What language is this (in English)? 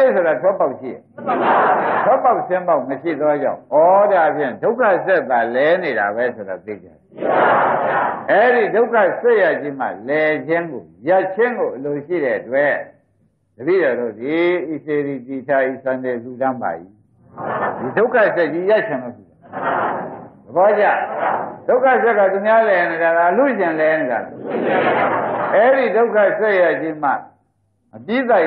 Burmese